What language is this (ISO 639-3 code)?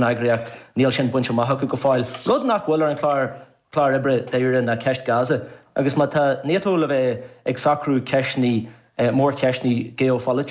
gle